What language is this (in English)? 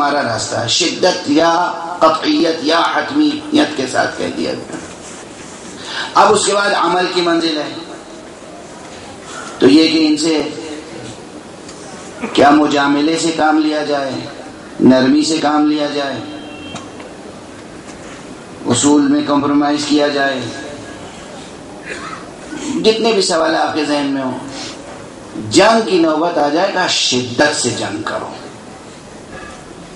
Urdu